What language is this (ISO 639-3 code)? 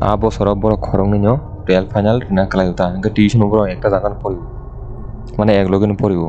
trp